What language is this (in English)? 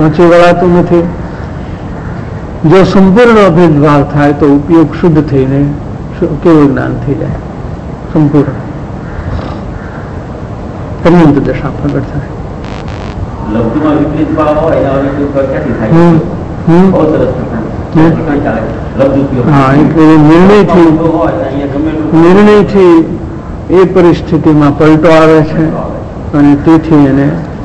Gujarati